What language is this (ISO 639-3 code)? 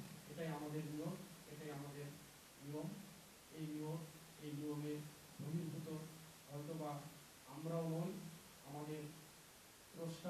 ben